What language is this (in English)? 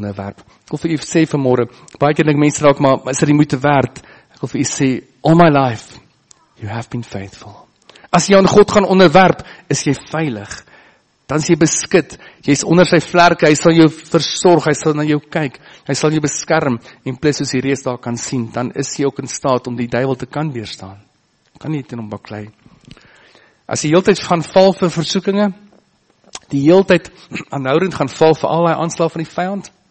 Afrikaans